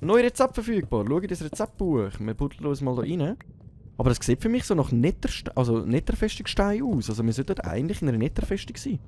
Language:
Swiss German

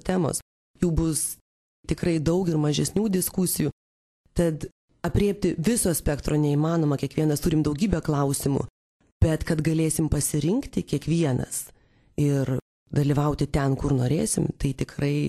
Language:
Lithuanian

